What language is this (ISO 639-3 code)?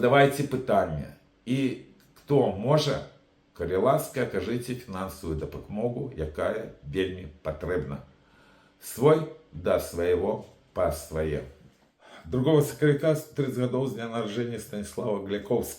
bel